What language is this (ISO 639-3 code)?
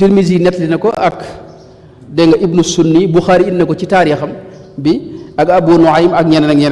wol